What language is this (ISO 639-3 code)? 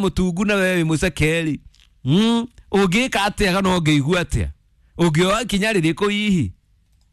kik